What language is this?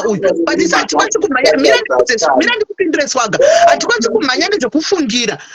Shona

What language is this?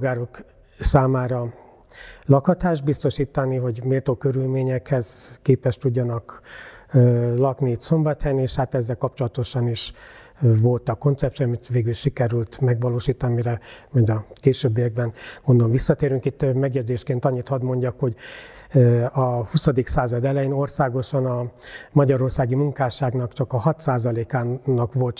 Hungarian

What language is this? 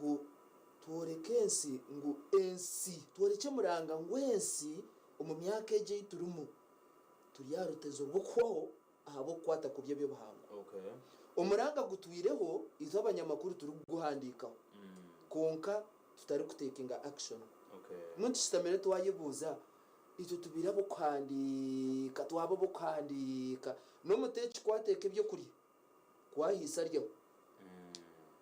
Nyankole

